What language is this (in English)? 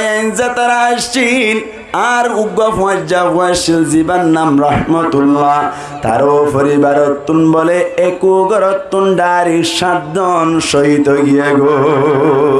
Rohingya